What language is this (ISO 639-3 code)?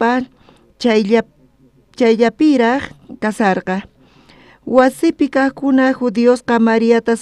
quh